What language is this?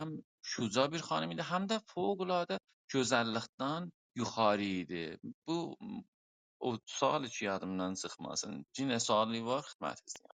South Azerbaijani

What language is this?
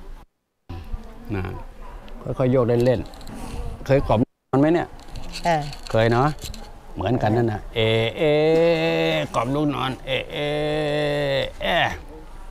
Thai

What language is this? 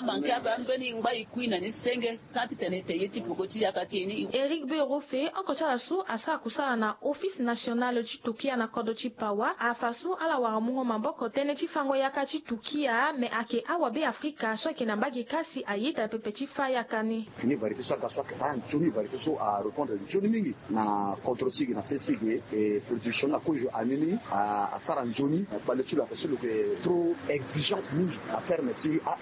Sango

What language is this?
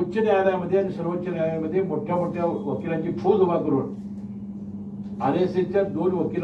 Marathi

